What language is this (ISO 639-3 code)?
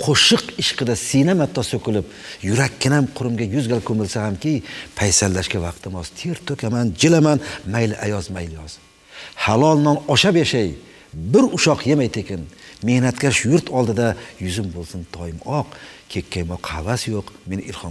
uzb